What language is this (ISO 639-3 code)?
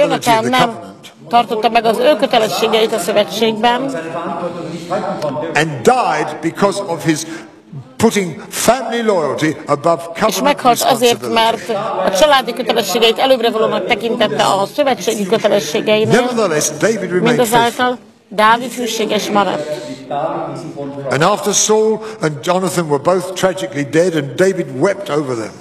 hun